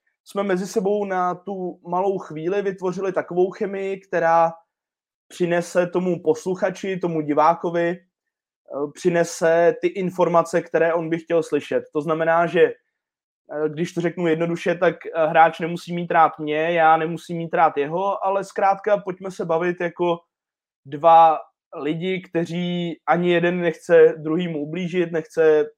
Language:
Czech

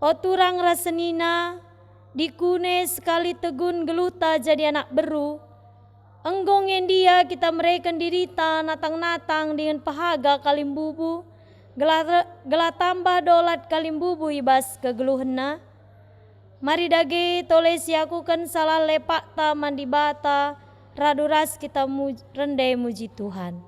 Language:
Batak Karo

